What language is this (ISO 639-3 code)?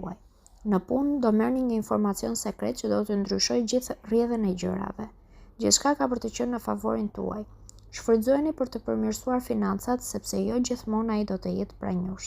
sqi